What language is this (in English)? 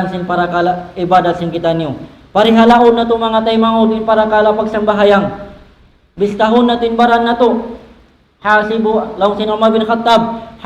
Tausug